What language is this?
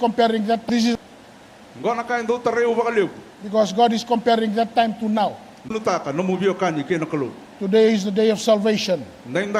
Fijian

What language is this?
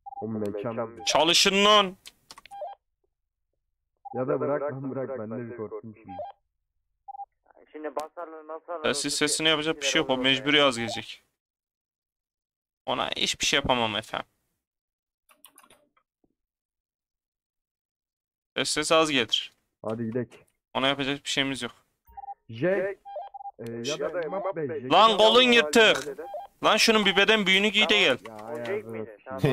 Turkish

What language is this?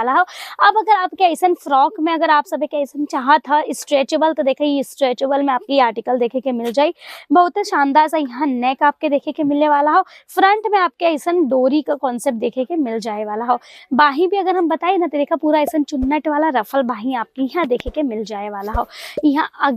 Bhojpuri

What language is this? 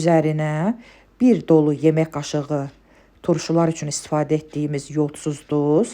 Azerbaijani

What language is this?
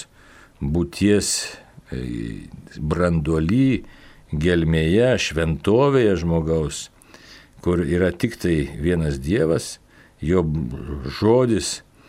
Lithuanian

